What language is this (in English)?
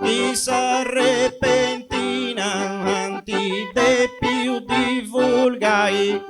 Sardinian